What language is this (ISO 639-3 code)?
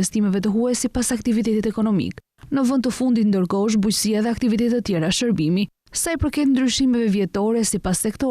sqi